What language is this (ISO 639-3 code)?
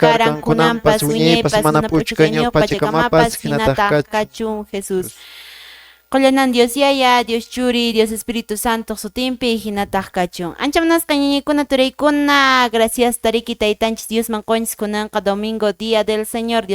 que